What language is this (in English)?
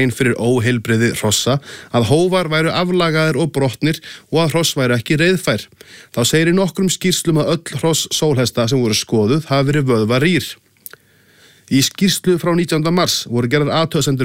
Icelandic